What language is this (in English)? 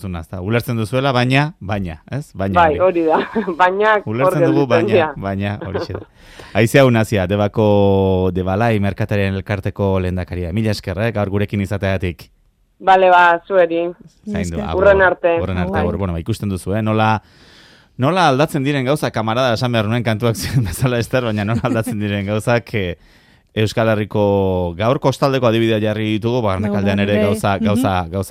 Basque